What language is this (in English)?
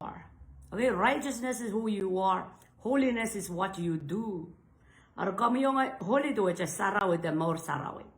Pohnpeian